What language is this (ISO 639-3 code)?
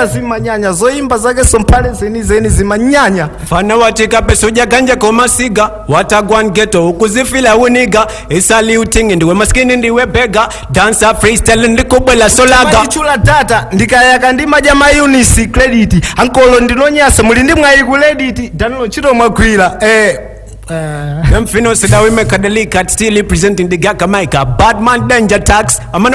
nya